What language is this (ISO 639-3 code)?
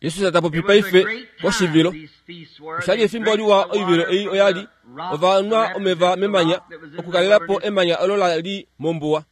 kua